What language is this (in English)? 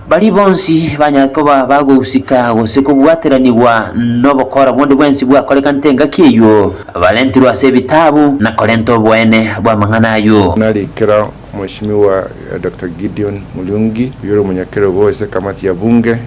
Gusii